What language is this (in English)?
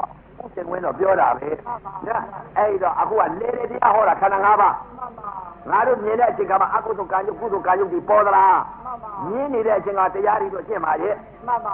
Burmese